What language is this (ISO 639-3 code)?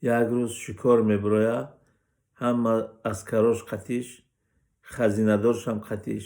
tgk